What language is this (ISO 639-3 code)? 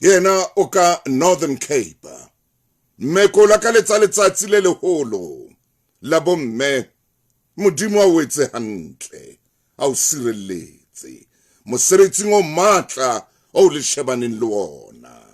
sot